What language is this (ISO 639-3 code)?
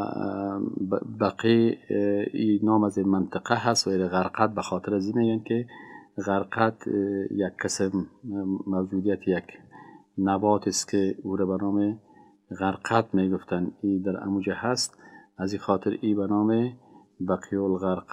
fas